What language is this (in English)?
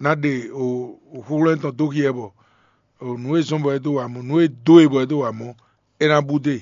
Fon